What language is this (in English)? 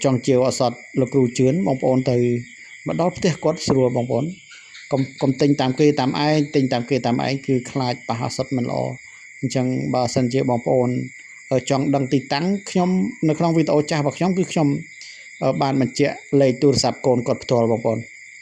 Khmer